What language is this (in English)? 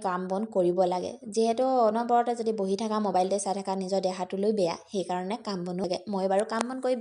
Assamese